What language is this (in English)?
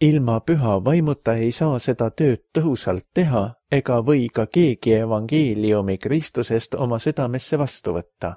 Estonian